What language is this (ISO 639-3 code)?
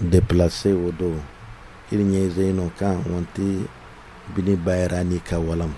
dje